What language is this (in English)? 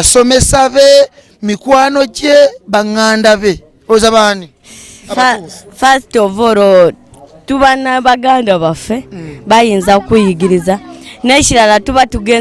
Ganda